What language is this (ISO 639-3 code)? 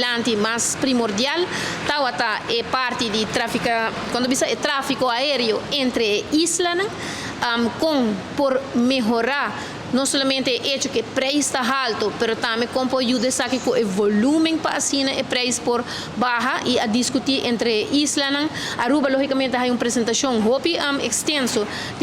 pap